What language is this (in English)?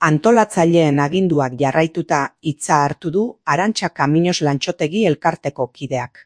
Basque